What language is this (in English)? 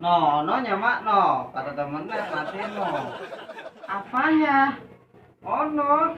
Betawi